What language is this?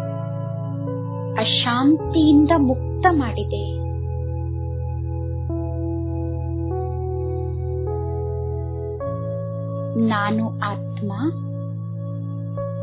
Kannada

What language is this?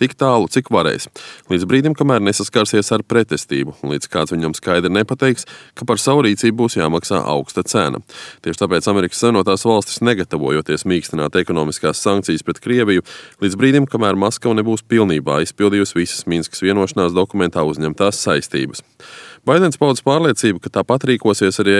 Latvian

